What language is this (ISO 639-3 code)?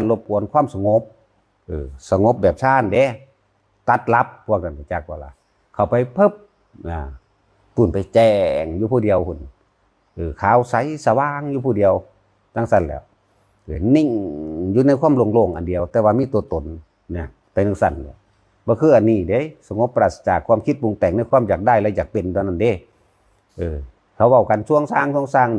tts